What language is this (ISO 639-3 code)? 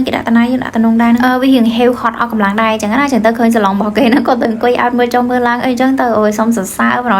khm